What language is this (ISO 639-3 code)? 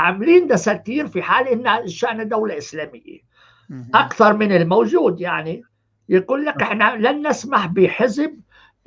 apc